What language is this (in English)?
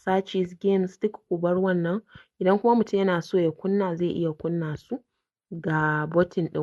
Hausa